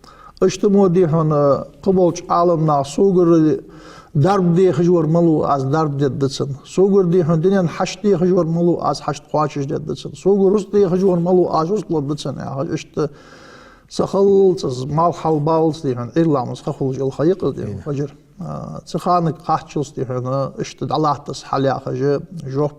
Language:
Ingush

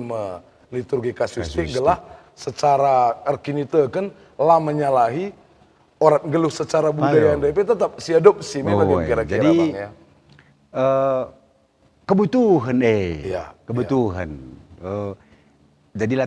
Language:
Batak Karo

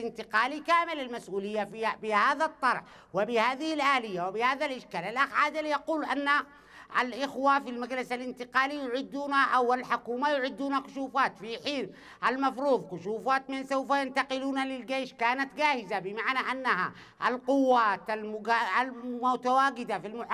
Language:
Arabic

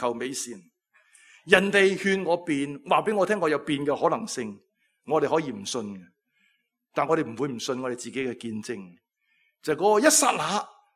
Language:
Cantonese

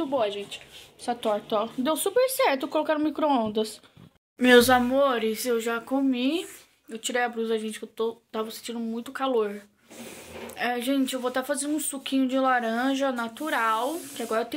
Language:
Portuguese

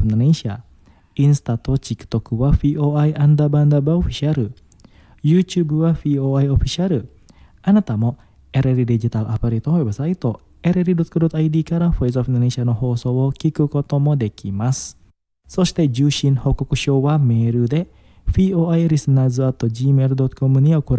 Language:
Japanese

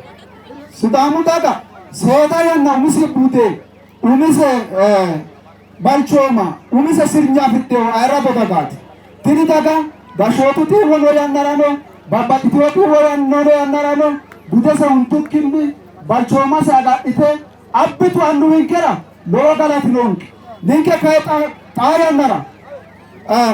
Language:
Sidamo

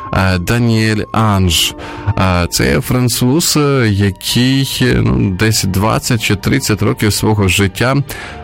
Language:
Ukrainian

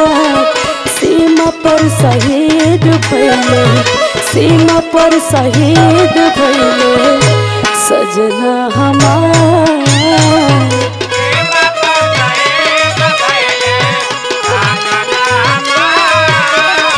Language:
Bhojpuri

